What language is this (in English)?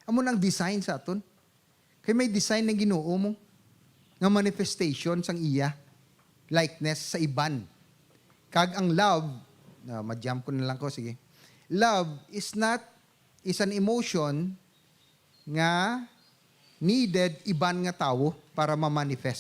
Hiligaynon